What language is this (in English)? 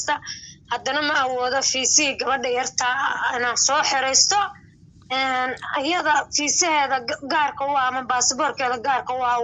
Somali